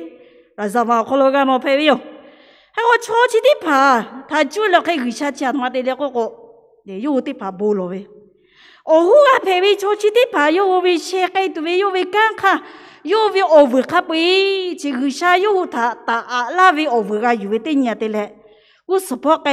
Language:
Lahu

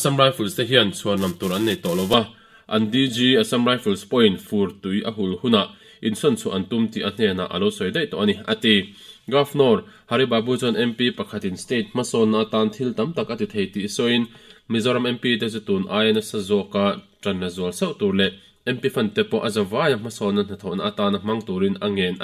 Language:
Mizo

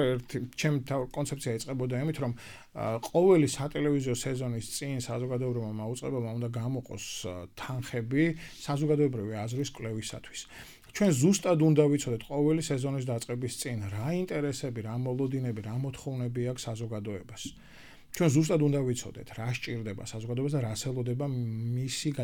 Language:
Georgian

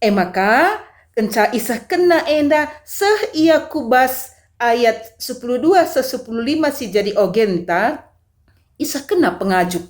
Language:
Batak Karo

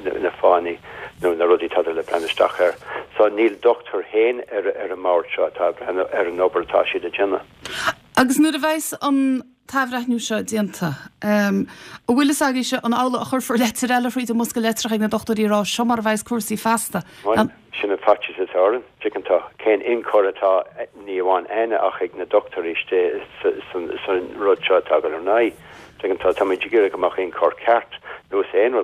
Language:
Irish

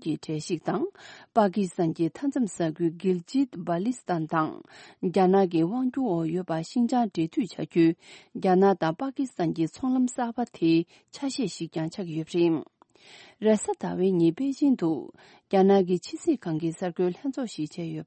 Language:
Tibetan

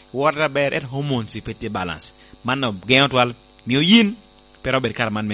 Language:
Lango (Uganda)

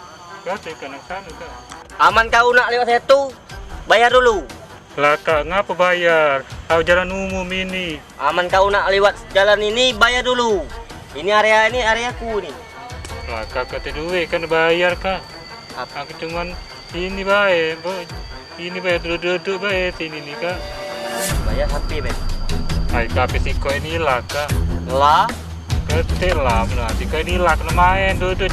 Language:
Musi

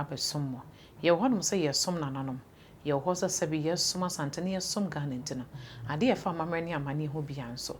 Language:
Akan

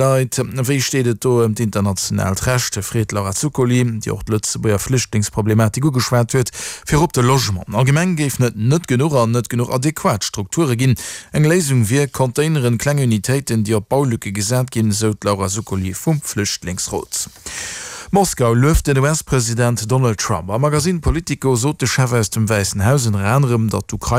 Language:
Luxembourgish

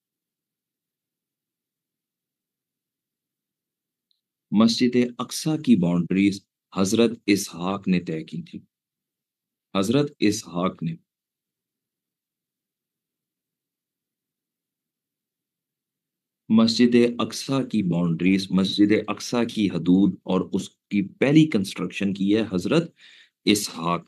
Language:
Urdu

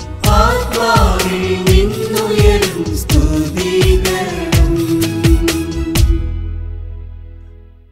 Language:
Malayalam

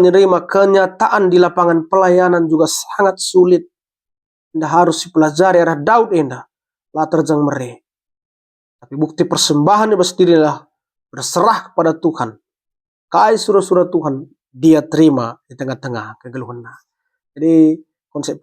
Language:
Batak Karo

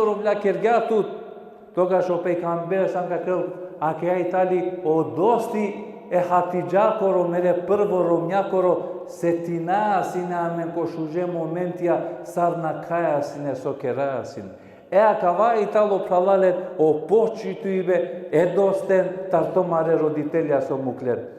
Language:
Balkan Romani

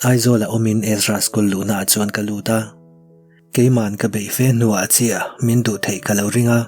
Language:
Mizo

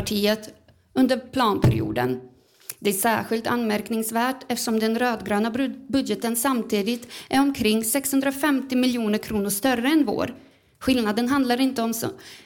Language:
Swedish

